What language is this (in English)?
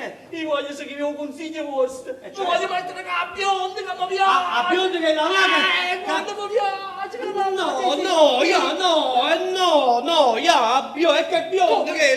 Neapolitan